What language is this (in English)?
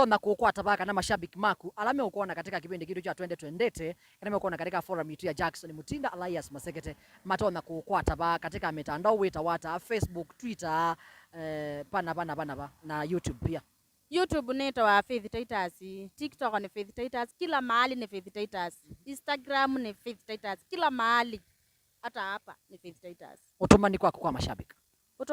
Kamba